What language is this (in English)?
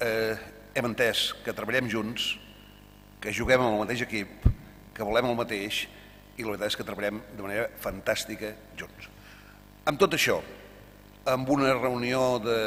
Catalan